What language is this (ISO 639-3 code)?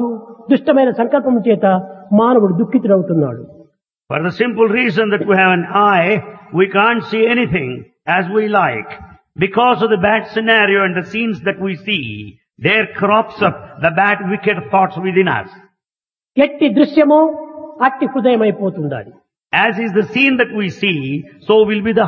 tel